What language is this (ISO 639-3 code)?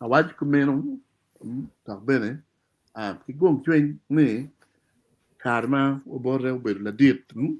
ach